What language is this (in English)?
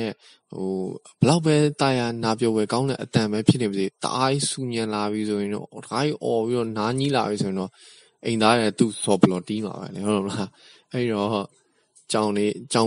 Burmese